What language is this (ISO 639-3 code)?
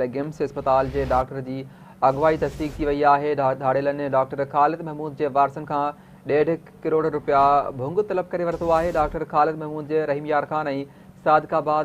snd